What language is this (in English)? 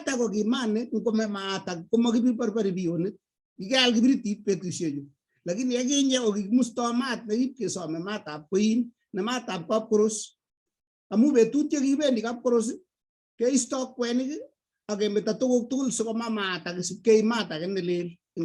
Kalenjin